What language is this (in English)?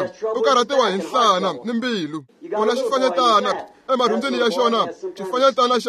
Tsonga